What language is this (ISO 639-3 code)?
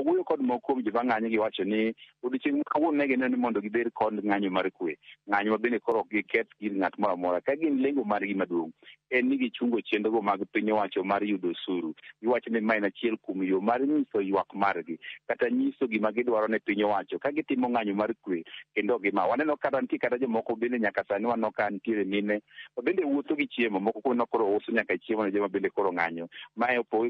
luo